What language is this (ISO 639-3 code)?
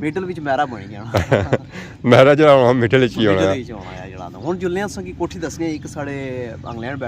phr